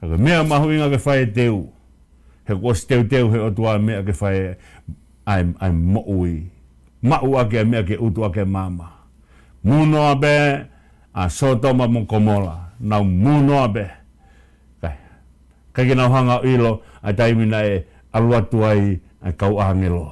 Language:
Tongan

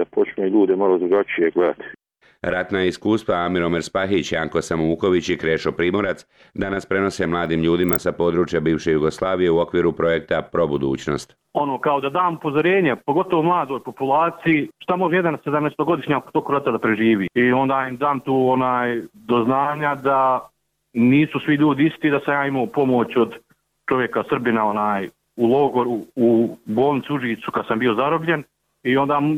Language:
Bosnian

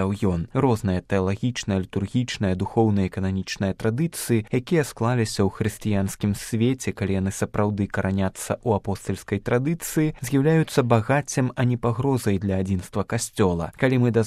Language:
Belarusian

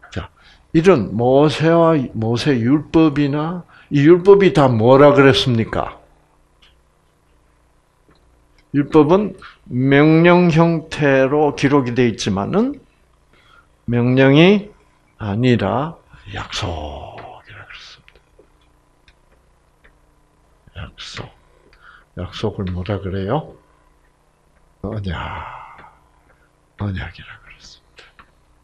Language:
Korean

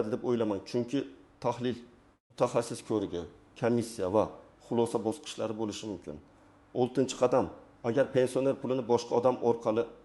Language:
Uzbek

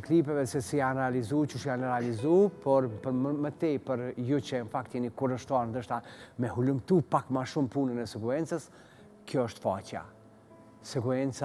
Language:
Albanian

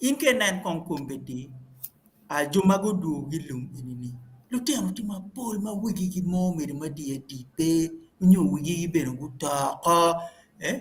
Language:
Acoli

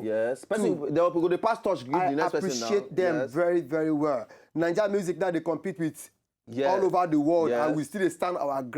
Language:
Nigerian Pidgin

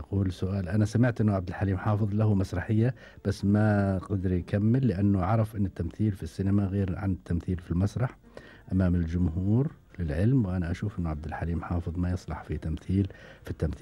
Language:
Gulf Arabic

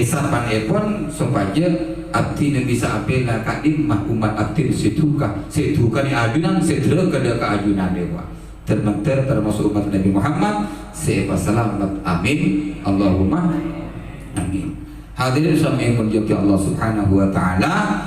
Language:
Madurese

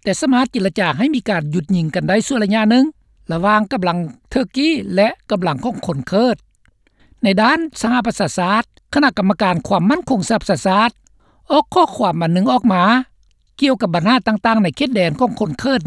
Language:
Lao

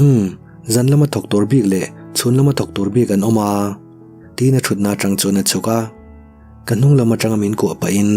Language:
Mizo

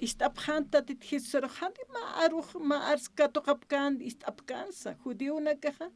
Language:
Aymara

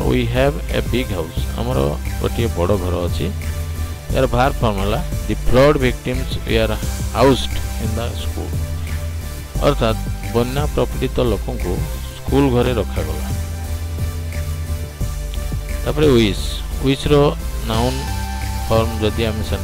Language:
Odia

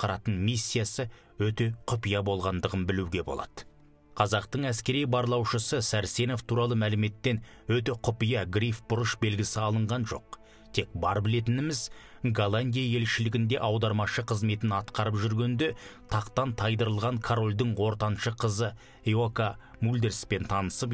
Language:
Kazakh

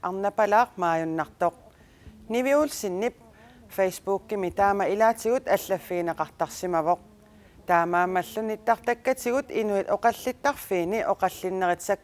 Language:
Kalaallisut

